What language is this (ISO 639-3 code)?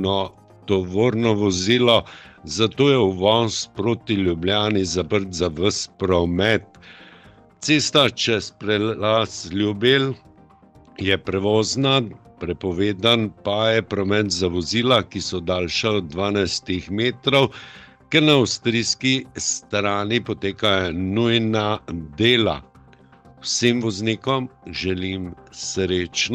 slv